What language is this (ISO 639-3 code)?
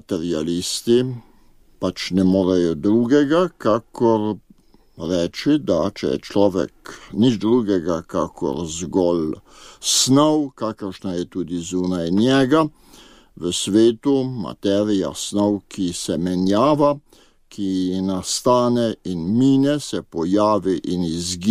slv